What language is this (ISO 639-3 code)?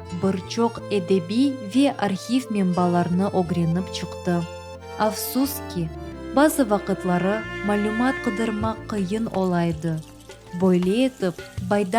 crh